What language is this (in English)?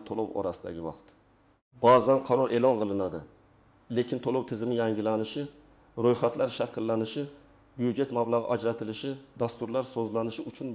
Uzbek